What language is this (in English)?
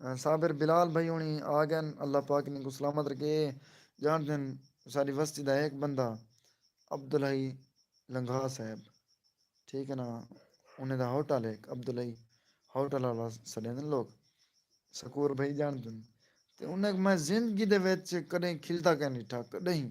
Saraiki